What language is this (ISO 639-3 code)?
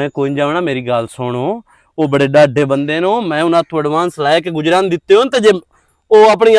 lah